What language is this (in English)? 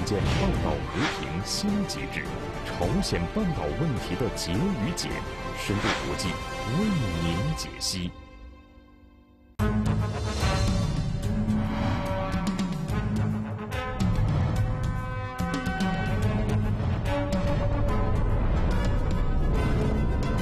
Chinese